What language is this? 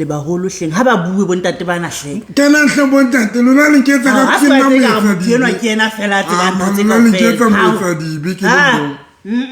Southern Sotho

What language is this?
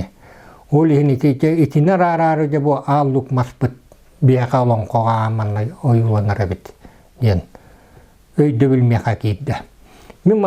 Yakut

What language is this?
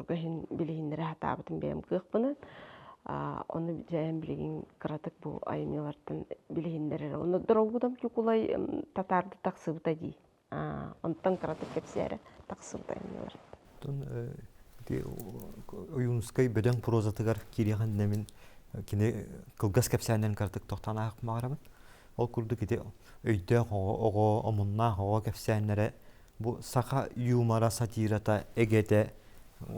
Yakut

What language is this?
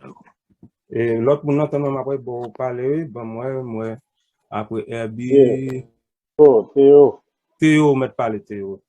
Haitian Creole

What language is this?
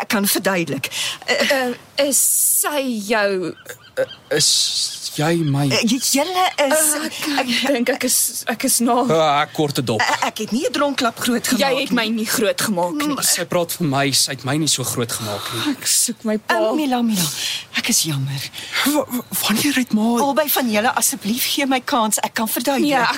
Afrikaans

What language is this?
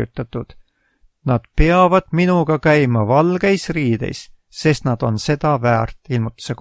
Estonian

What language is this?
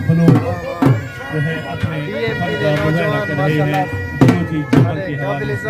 Saraiki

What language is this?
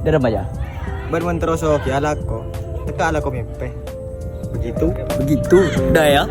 Madurese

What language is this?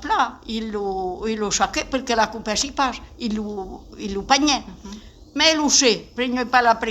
Occitan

